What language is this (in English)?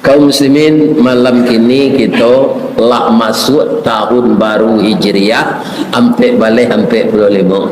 Minangkabau